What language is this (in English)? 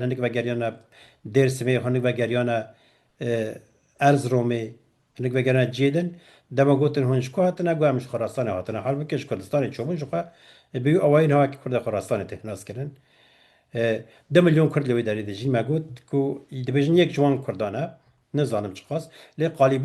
Kurdish